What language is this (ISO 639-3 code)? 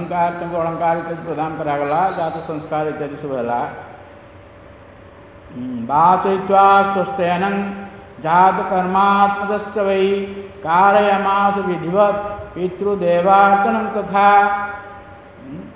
ori